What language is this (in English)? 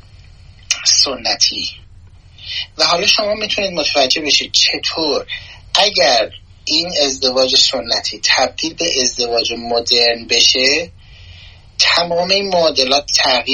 Persian